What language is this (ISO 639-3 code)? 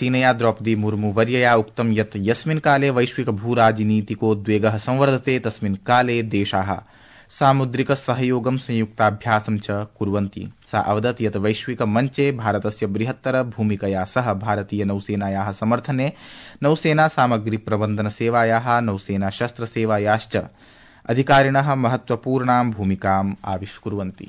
san